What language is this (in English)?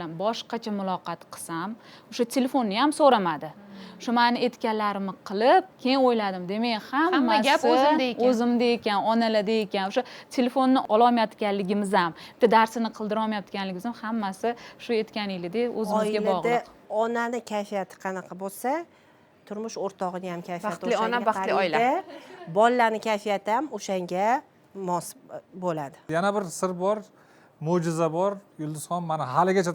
Uzbek